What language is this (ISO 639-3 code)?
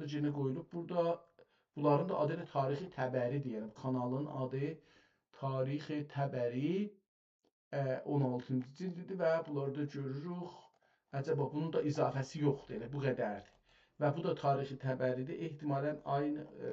azb